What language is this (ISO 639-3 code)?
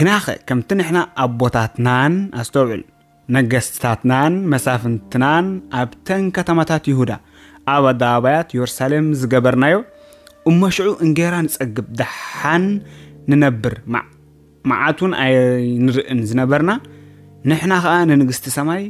tir